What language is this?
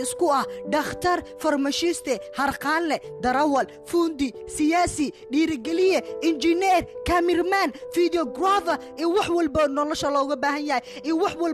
Somali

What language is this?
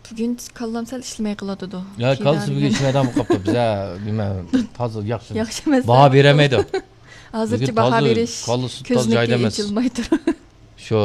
Uyghur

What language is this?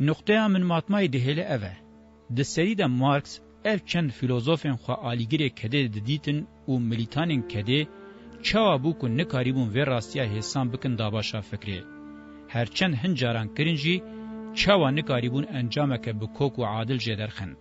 Kurdish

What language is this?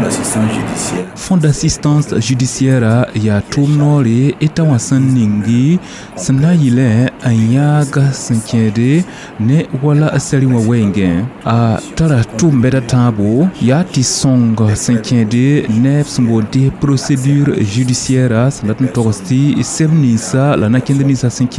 Mossi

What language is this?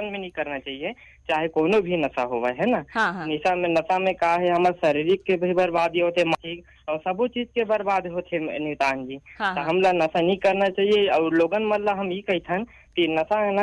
Chhattisgarhi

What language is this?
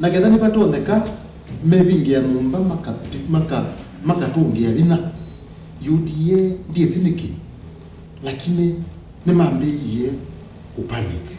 Kamba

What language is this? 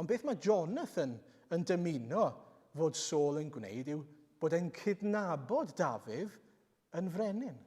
Welsh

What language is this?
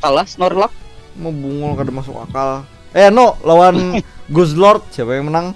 Banjar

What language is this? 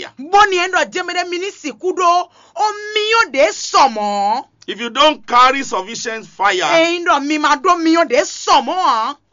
Fon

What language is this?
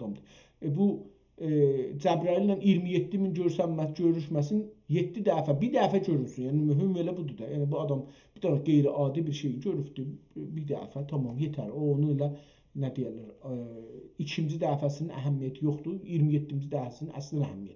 South Azerbaijani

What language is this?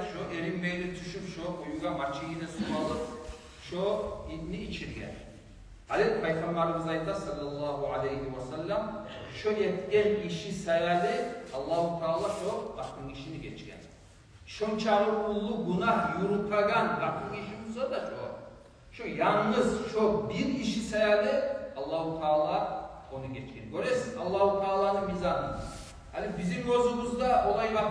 Kumyk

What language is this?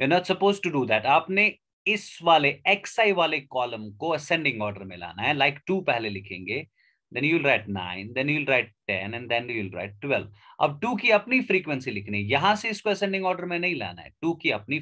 Hindi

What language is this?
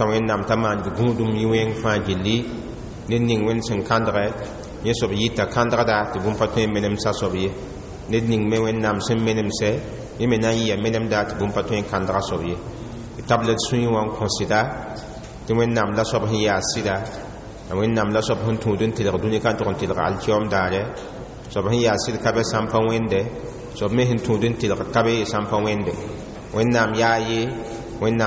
Mossi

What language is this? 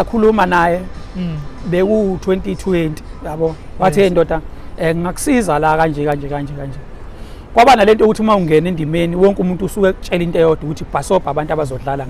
Zulu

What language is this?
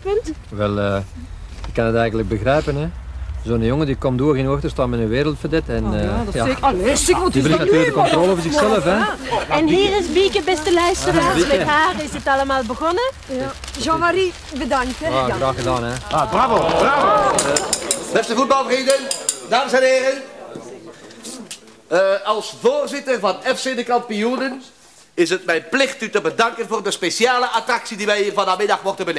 Dutch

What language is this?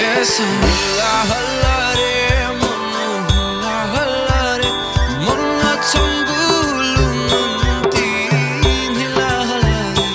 Newari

